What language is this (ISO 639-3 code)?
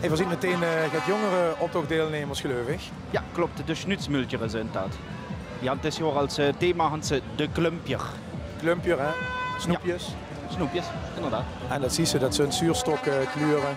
lim